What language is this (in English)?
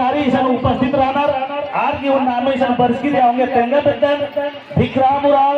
Kurukh